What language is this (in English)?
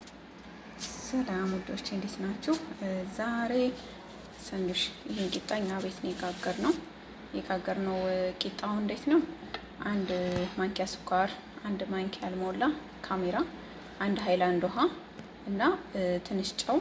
Amharic